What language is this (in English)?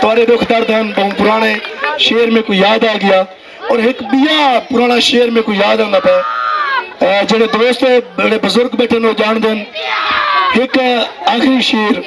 Saraiki